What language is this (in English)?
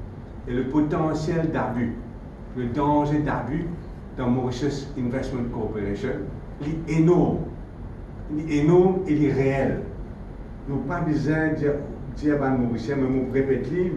Morisyen